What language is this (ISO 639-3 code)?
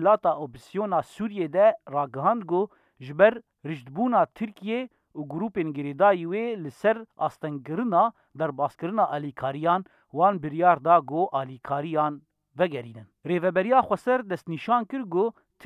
kur